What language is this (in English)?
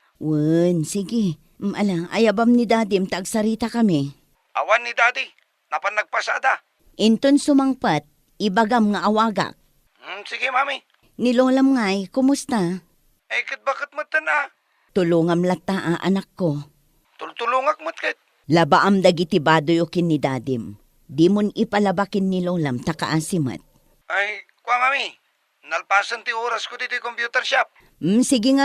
Iloko